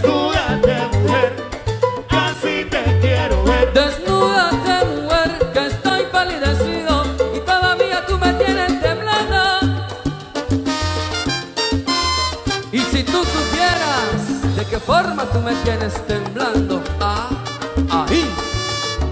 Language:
Spanish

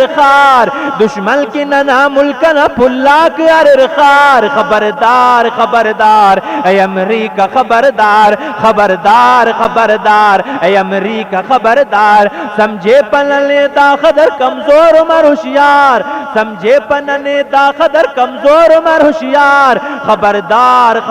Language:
Brahui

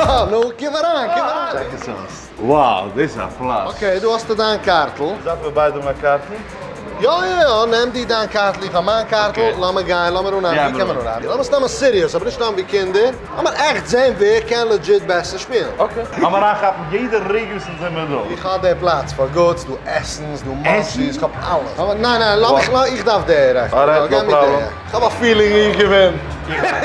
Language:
Yiddish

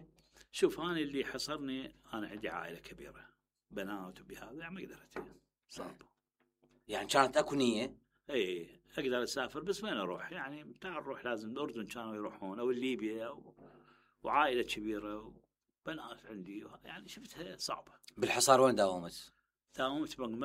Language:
Mesopotamian Arabic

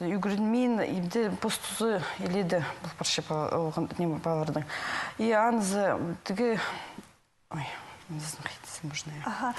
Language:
Khakas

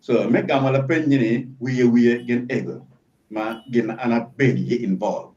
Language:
Acoli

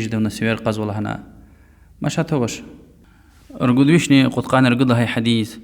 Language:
Lezghian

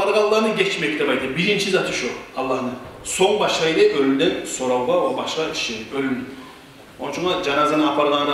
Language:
Kumyk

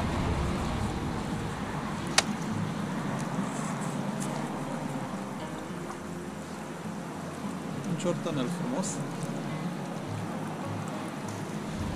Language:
Romanian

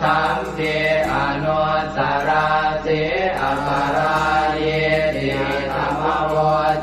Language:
Pali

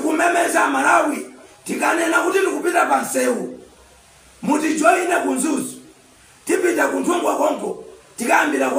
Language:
Nyanja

